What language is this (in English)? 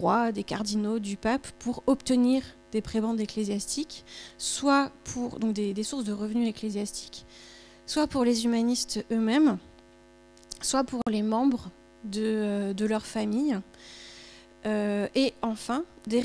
French